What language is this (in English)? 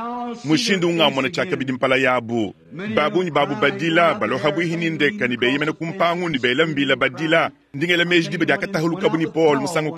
Luba-Lulua